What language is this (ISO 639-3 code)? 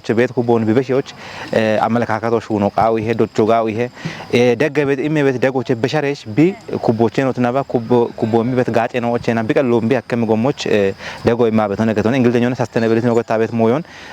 kbr